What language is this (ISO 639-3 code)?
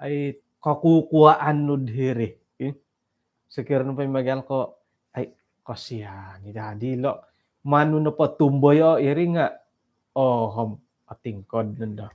dtp